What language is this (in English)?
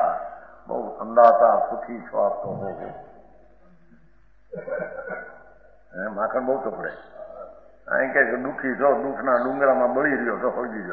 Gujarati